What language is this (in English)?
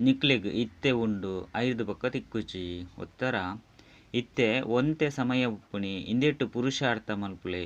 Tulu